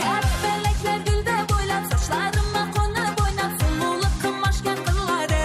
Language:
Kara-Kalpak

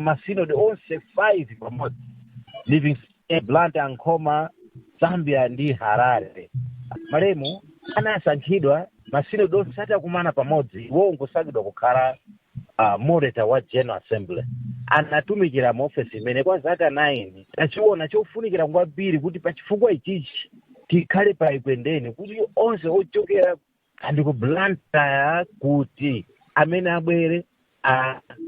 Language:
Nyanja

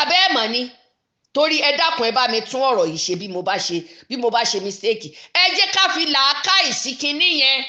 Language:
Yoruba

